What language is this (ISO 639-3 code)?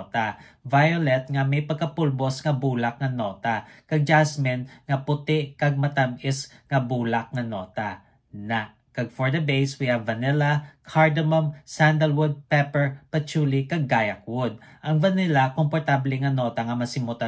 hil